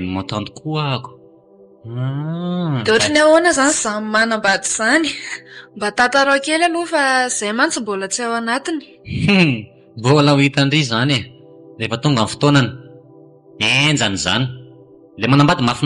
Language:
Malagasy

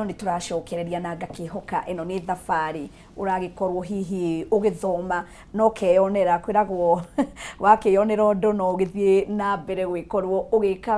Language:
Kikuyu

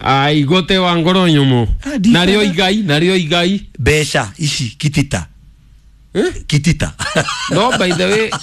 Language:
Kikuyu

